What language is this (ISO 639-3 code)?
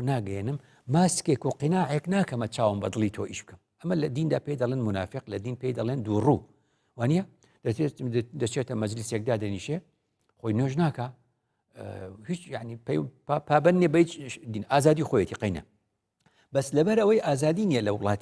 ckb